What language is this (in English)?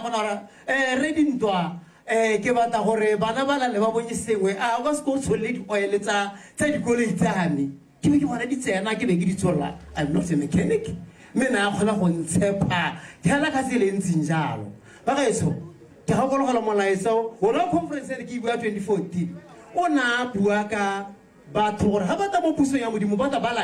Tswana